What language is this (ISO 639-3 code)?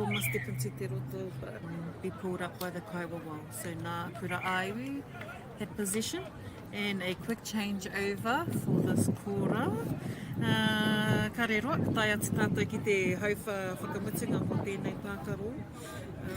mri